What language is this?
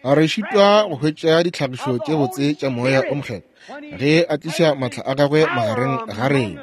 Northern Sotho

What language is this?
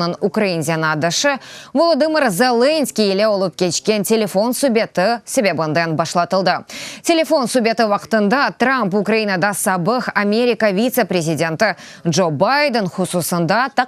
Crimean Tatar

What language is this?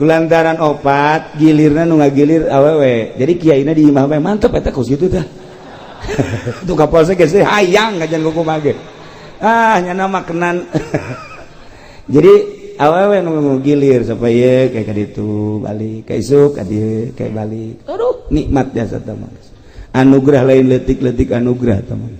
Sundanese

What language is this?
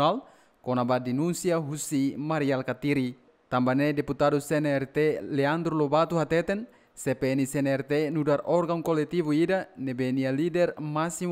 Tetum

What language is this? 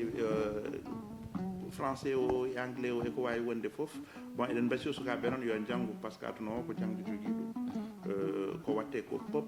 Fula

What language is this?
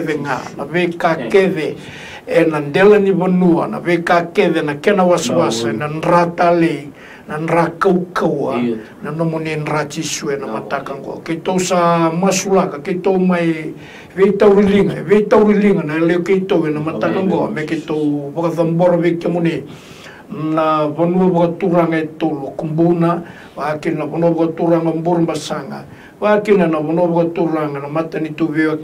Fijian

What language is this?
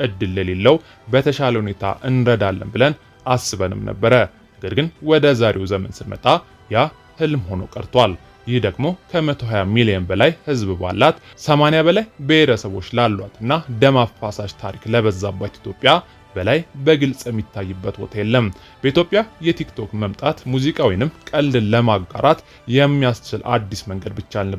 Amharic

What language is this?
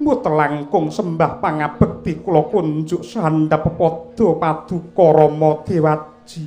Javanese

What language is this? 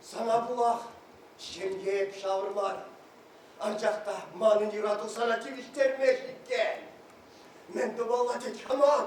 Chuvash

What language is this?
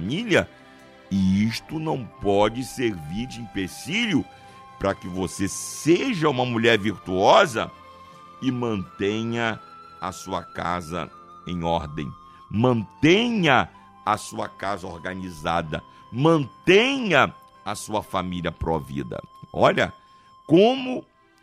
Portuguese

